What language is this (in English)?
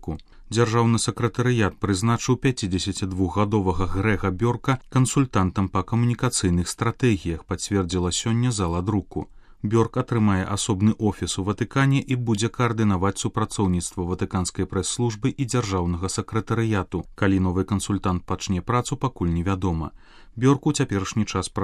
Belarusian